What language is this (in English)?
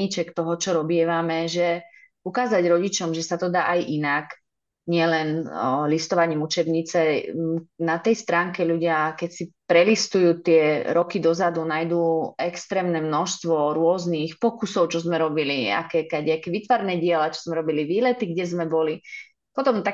Slovak